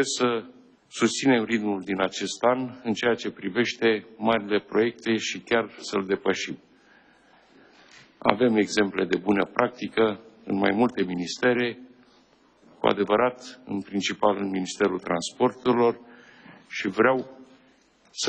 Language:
Romanian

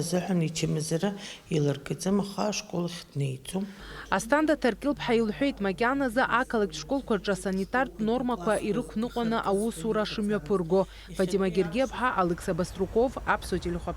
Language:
Abkhazian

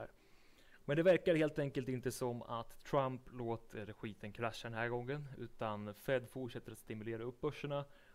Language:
Swedish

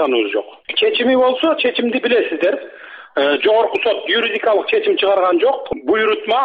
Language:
Kyrgyz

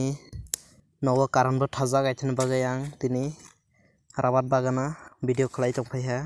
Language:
Kok Borok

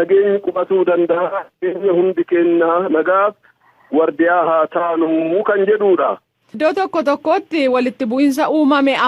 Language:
Oromo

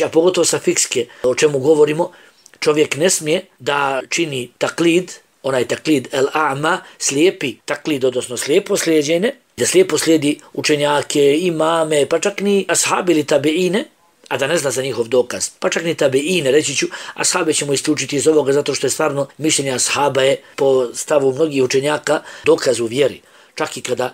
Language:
Bosnian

